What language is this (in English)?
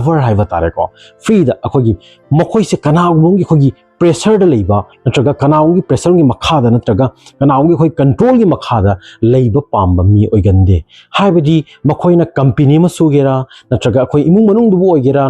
Manipuri